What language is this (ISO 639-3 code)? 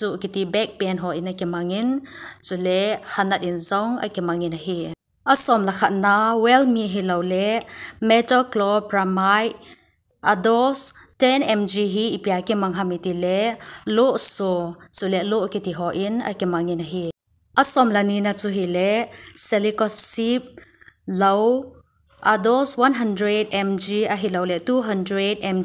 tcz